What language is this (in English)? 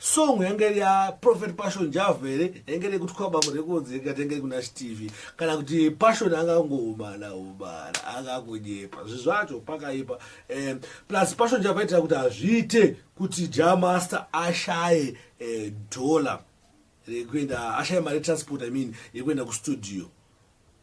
Shona